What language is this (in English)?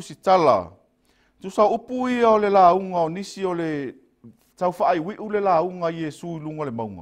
Samoan